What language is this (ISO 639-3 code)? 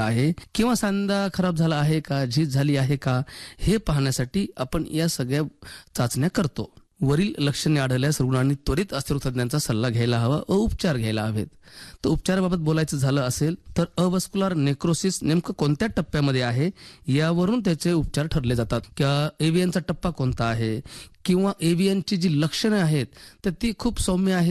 mar